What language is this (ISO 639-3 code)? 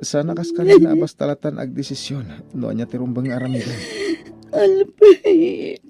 ilo